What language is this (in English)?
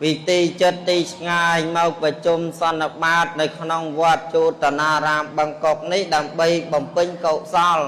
Khmer